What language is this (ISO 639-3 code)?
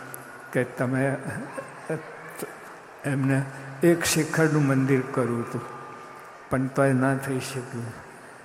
guj